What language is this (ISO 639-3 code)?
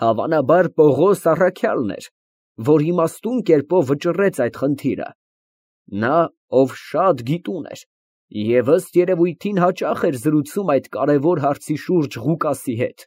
hye